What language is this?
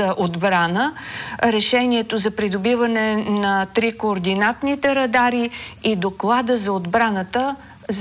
Bulgarian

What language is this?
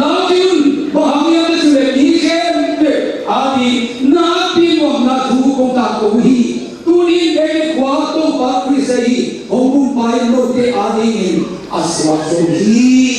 Tedim Chin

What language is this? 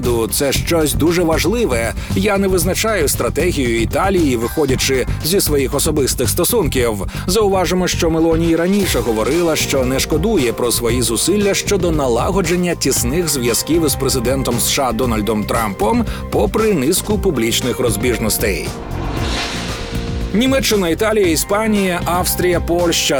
Ukrainian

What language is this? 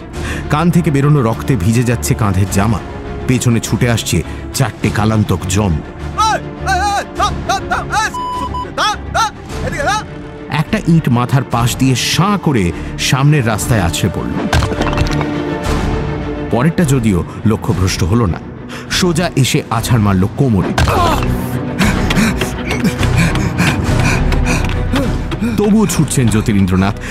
Bangla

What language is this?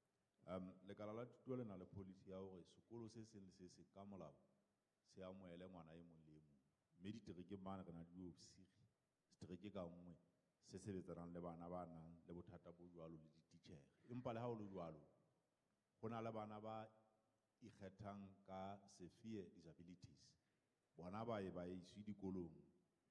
Southern Sotho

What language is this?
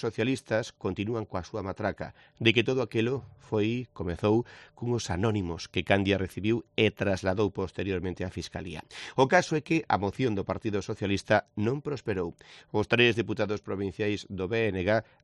Galician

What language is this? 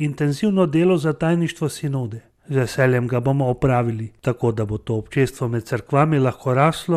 Slovenian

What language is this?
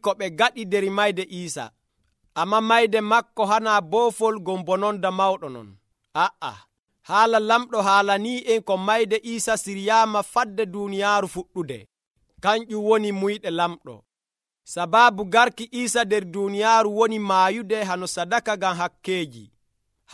Nigerian Fulfulde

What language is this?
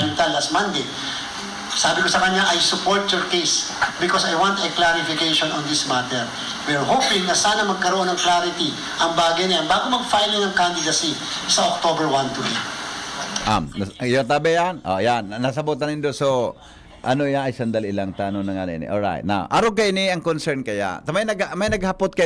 Bikol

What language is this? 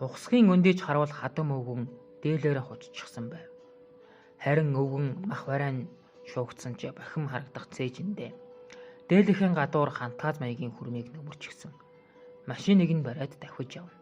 Mongolian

